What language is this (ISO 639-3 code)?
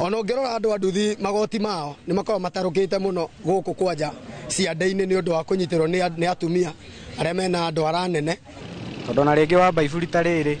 kik